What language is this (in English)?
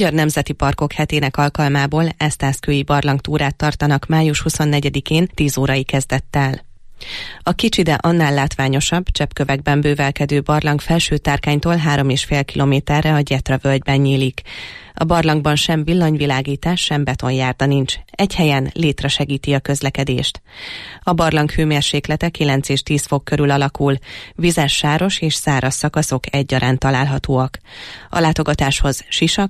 Hungarian